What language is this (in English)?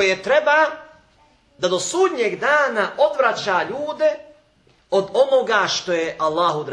Bosnian